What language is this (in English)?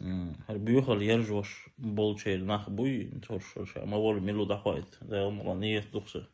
Chechen